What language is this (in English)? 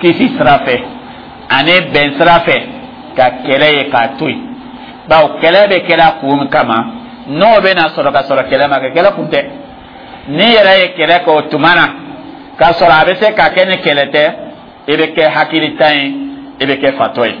Dyula